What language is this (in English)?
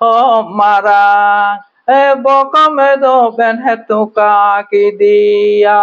Santali